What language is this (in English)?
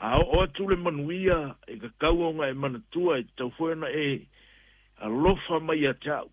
Samoan